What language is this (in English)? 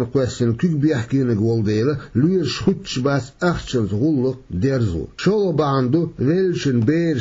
Chechen